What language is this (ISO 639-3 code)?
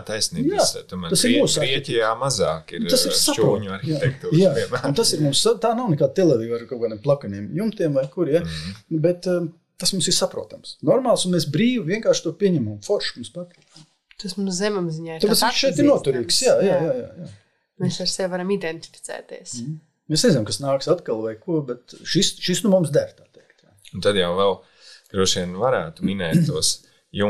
lav